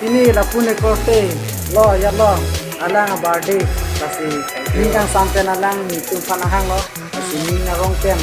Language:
Karbi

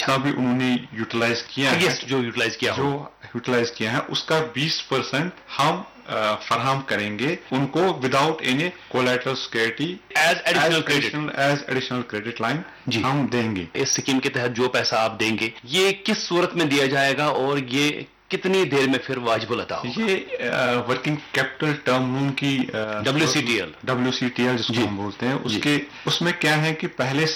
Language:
Urdu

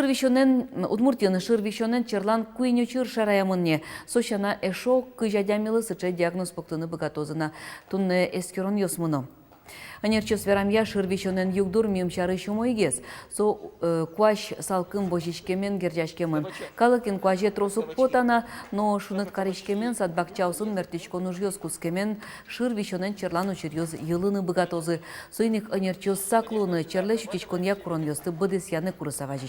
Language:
Udmurt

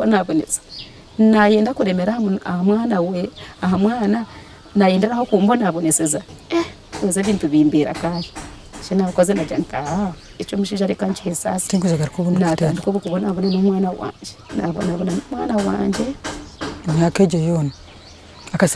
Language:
Nyankole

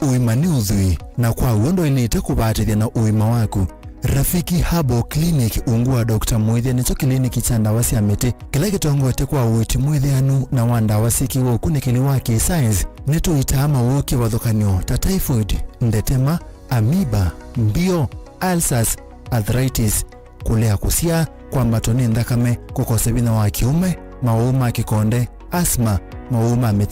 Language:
Kamba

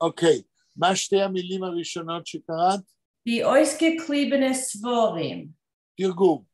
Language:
Yiddish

